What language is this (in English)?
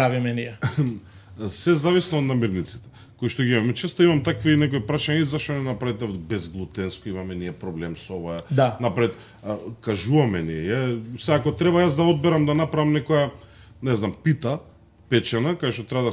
Macedonian